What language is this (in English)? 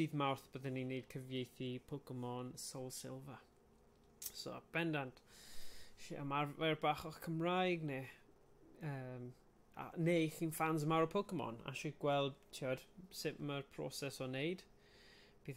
Welsh